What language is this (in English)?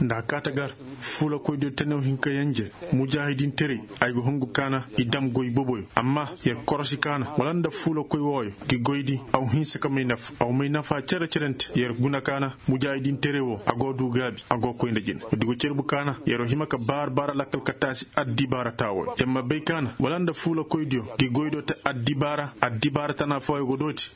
Koyraboro Senni